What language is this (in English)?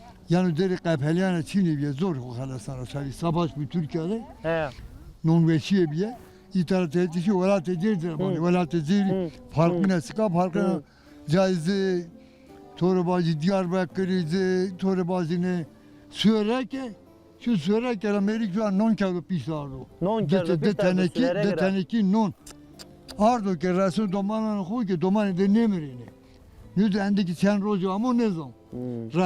Zaza